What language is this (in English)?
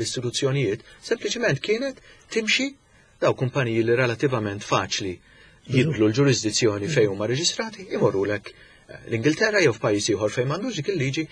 Maltese